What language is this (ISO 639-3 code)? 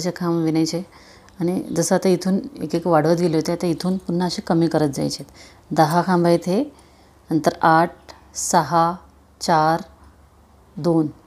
mar